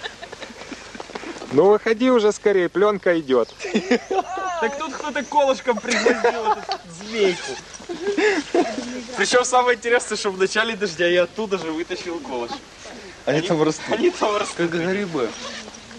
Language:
Russian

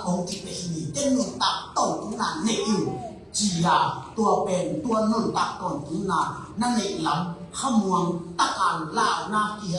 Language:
Tedim Chin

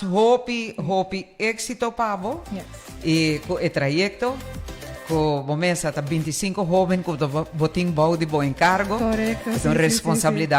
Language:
Papiamento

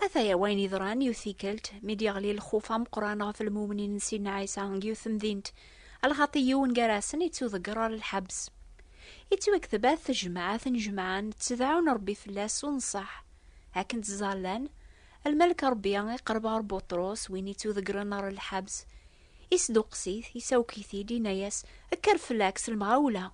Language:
Kabyle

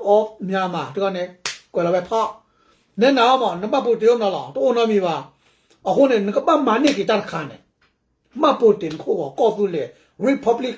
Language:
S'gaw Karen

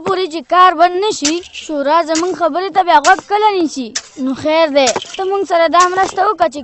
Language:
Pashto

